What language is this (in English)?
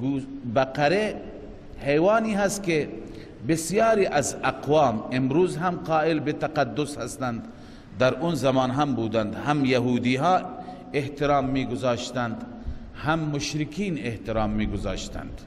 Persian